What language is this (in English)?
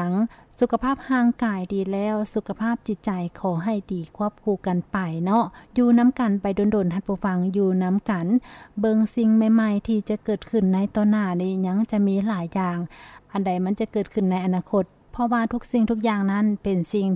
Lao